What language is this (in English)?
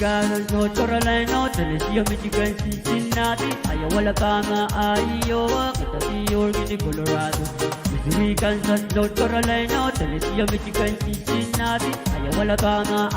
Pohnpeian